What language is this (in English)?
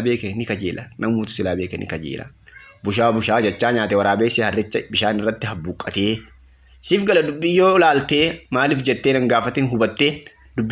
Oromo